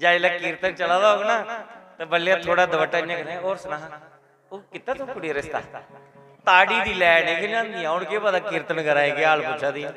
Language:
Dogri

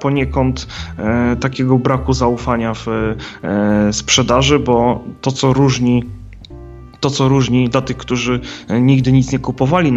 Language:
Polish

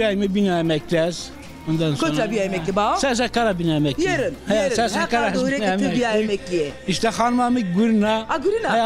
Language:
Zaza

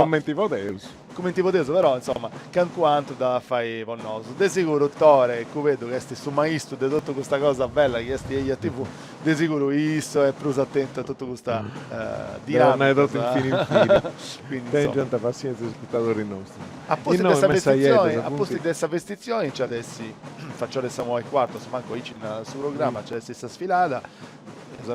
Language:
Sardinian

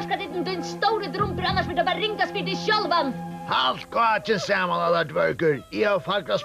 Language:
Faroese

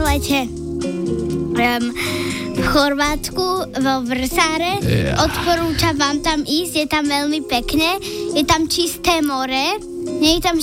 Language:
Slovak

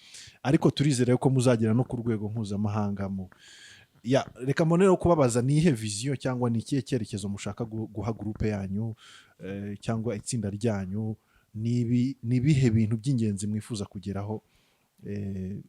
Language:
Kinyarwanda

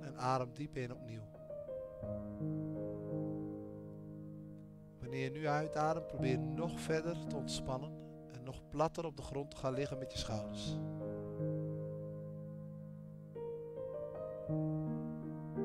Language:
Dutch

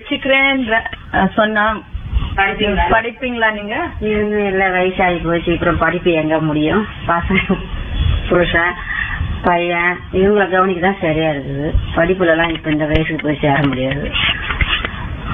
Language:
Tamil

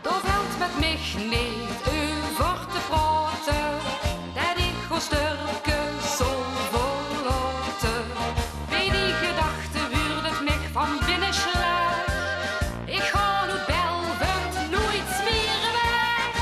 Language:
Limburgish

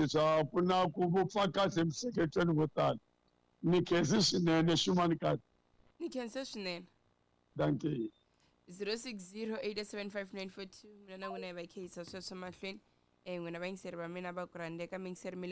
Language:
Tsonga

